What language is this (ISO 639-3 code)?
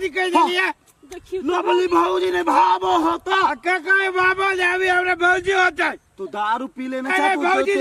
mai